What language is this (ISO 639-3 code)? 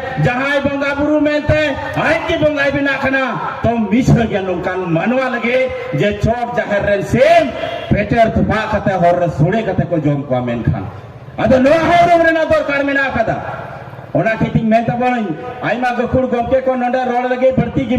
sat